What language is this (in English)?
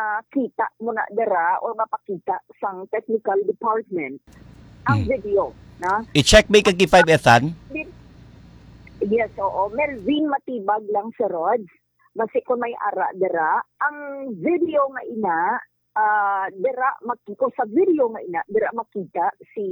Hiligaynon